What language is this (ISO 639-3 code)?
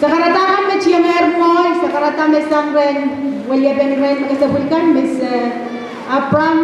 pon